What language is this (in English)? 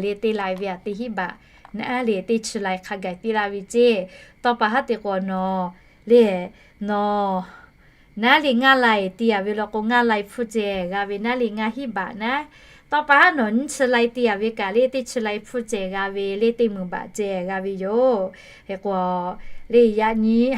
Lahu